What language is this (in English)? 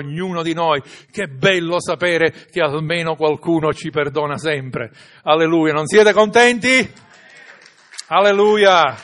Italian